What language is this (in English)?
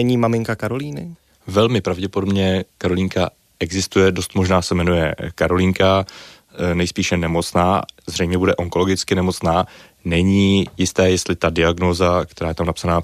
Czech